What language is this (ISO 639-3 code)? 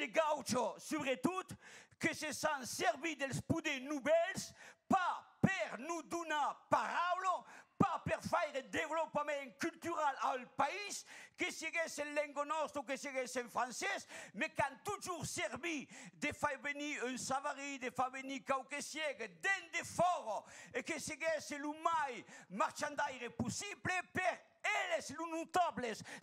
oci